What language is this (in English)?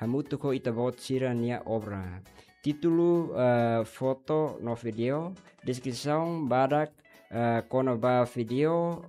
Tetum